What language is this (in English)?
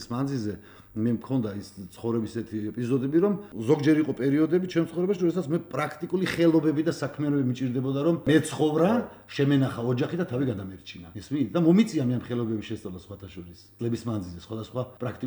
Georgian